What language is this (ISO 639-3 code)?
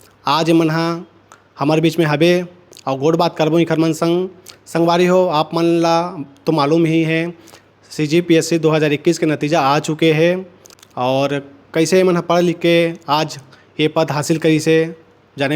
hne